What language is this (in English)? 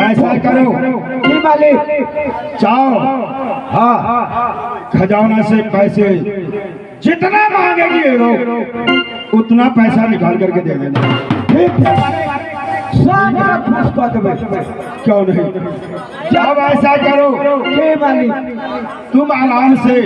Maithili